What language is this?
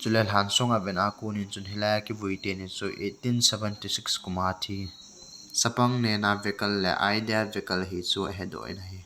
Thado Chin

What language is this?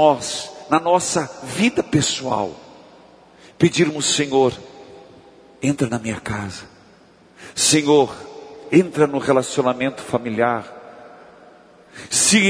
Portuguese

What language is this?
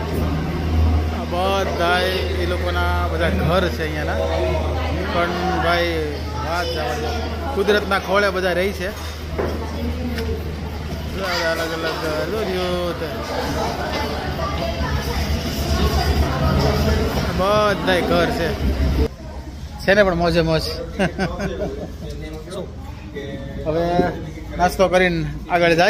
Gujarati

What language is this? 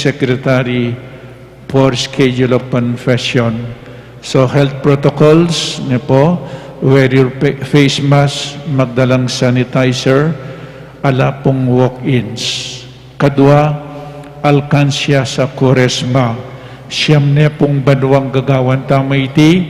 Pampanga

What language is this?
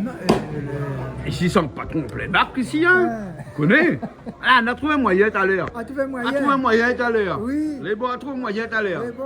Réunion Creole French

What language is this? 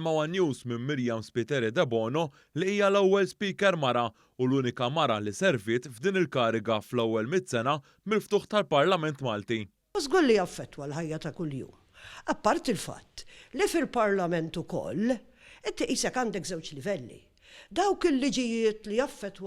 Maltese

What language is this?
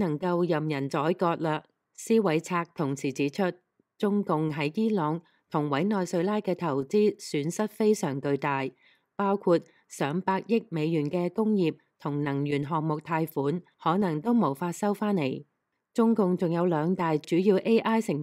Cantonese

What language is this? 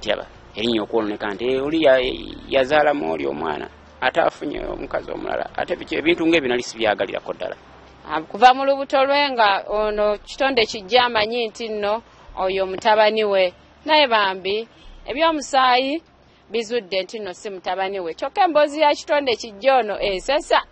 Ganda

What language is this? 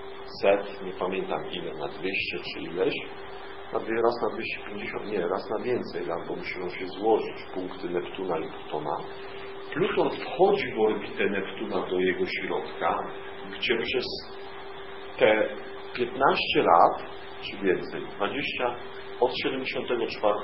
Polish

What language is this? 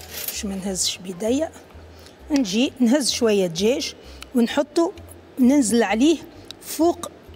Tunisian Arabic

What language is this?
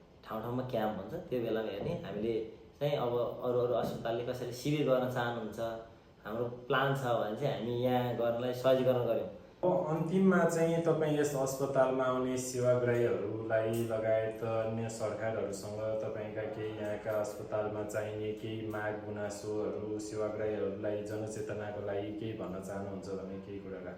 Nepali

